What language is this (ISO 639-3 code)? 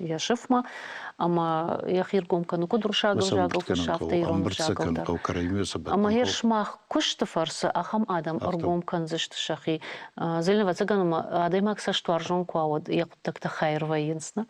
oss